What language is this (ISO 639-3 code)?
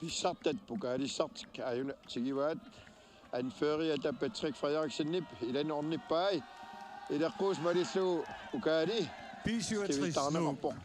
kal